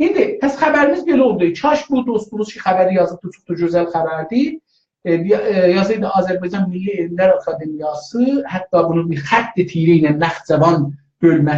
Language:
South Azerbaijani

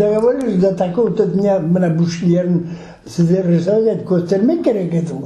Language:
Crimean Tatar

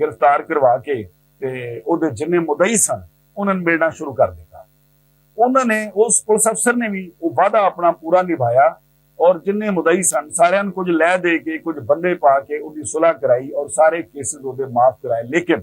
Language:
Western Panjabi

